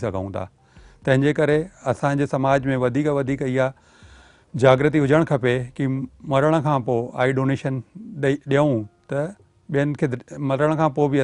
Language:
Sindhi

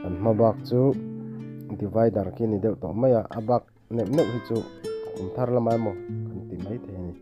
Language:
Mizo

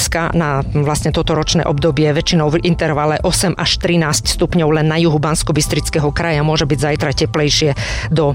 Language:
Slovak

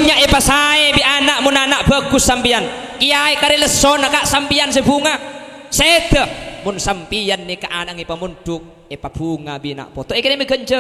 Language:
Madurese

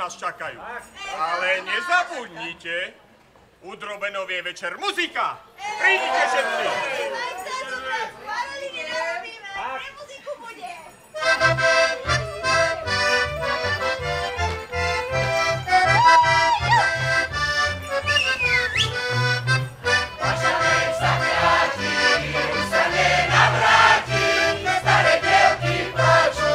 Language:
Slovak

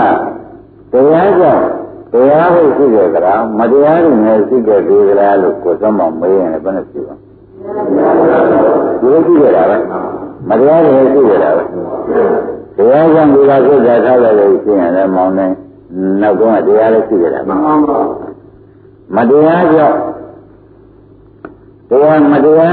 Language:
Burmese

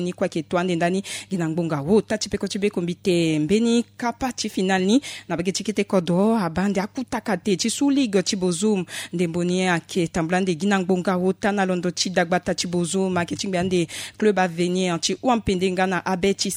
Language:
Sango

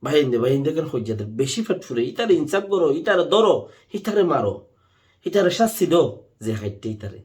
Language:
Rohingya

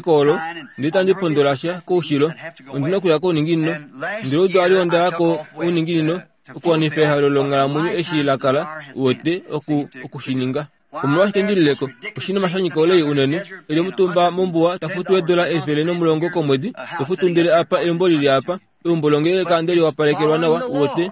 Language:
Kuanyama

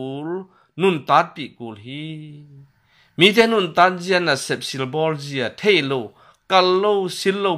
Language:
Tedim Chin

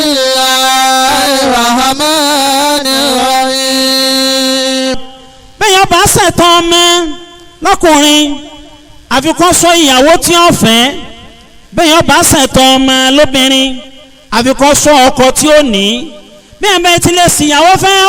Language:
Yoruba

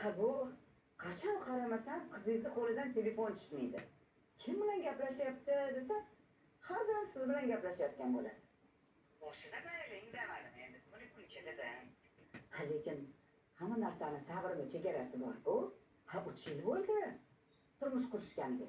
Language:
Uzbek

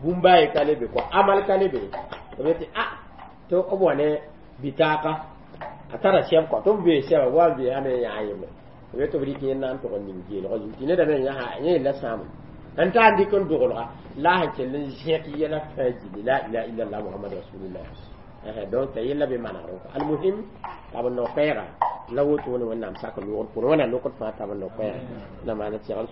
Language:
Mossi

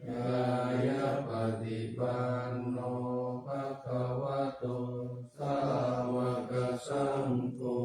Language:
Pali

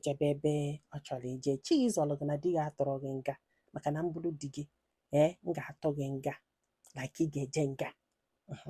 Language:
Igbo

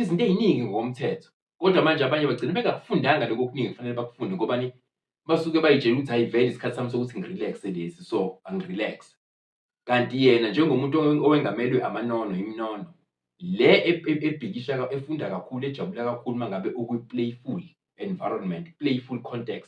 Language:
Zulu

